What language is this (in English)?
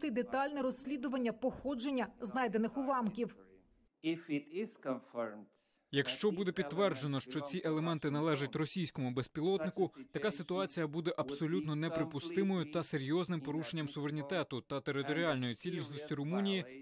Ukrainian